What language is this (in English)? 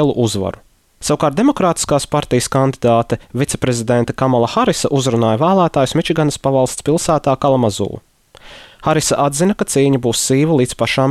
Latvian